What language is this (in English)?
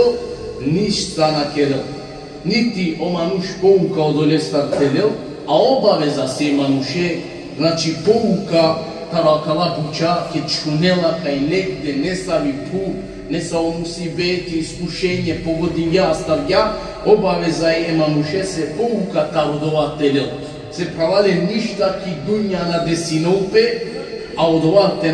Balkan Romani